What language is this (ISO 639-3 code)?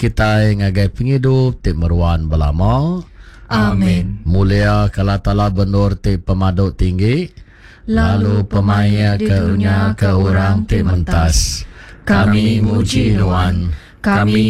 iba